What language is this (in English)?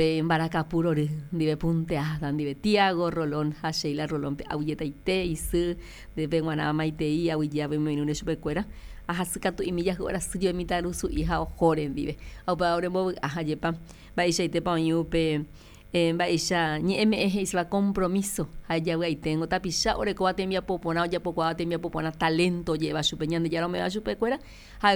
Guarani